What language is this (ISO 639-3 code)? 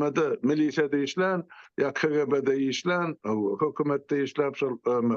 tuk